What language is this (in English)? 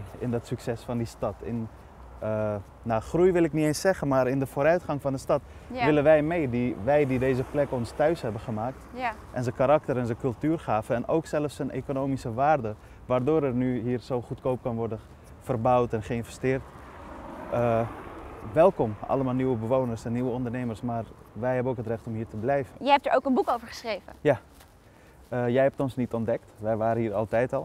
Dutch